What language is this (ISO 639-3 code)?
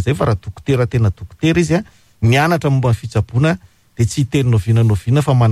mlg